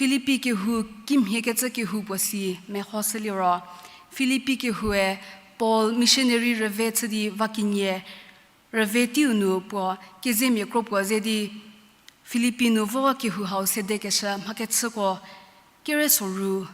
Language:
Angami Naga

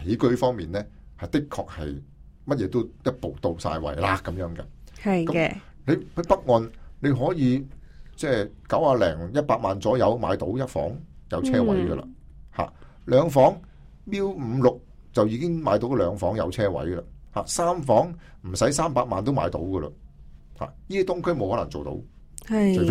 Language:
Cantonese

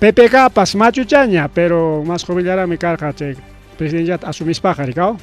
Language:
Ayacucho Quechua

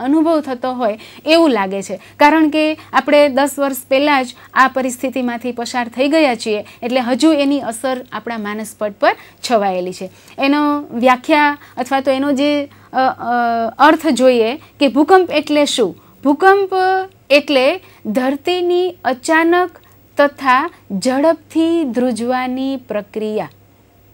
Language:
Gujarati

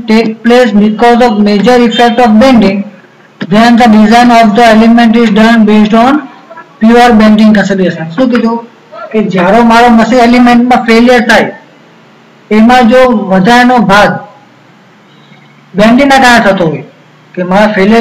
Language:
Gujarati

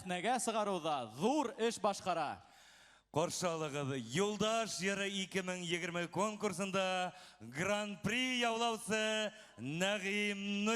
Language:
Bashkir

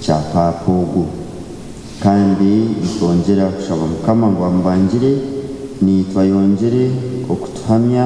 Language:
Nyankole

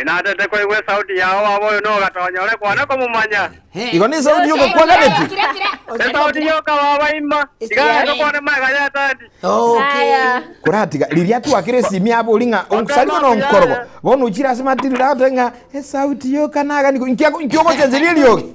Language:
Gusii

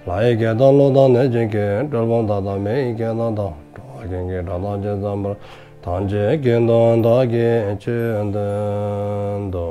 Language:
Dzongkha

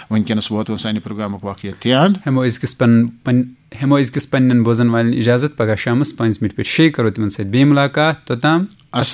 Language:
Kashmiri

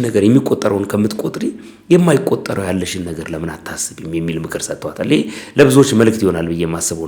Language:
Amharic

